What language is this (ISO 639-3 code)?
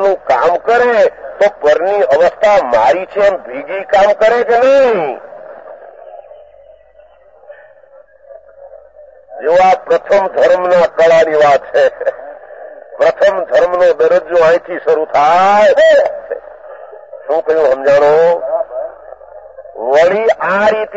guj